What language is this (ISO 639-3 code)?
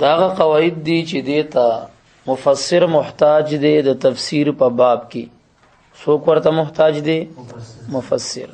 pus